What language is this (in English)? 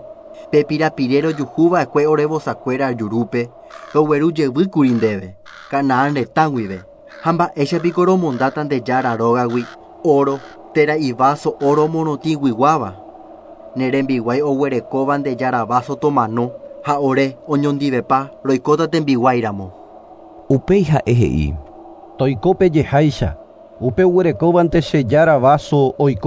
Guarani